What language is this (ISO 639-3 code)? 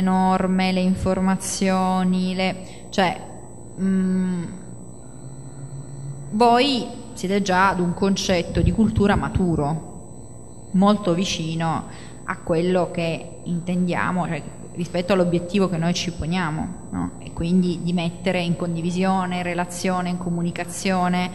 ita